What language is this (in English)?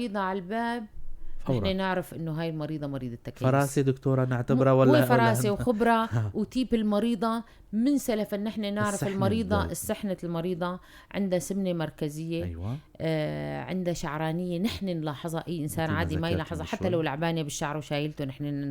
North Levantine Arabic